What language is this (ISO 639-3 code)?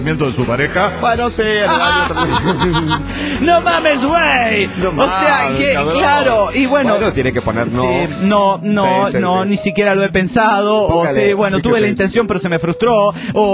spa